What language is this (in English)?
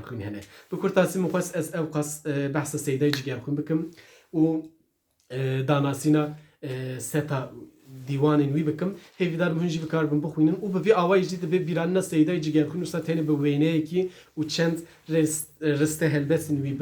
Kurdish